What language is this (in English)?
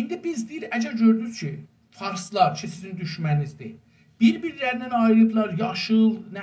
South Azerbaijani